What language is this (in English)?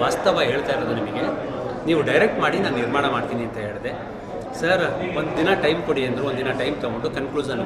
Kannada